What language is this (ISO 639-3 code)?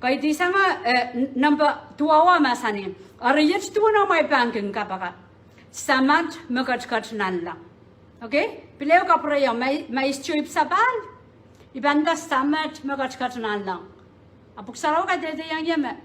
pon